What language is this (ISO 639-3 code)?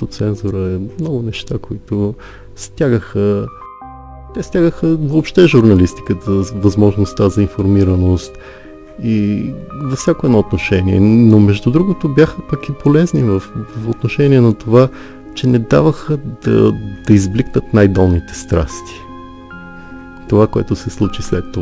bul